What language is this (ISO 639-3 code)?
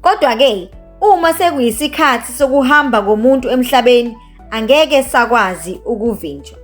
zul